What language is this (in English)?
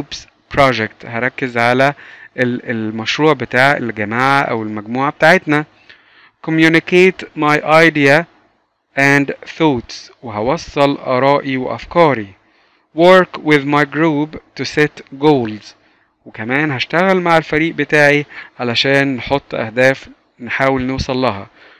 Egyptian Arabic